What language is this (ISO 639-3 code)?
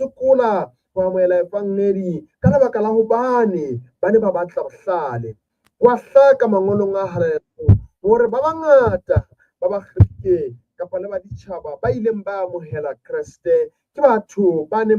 sot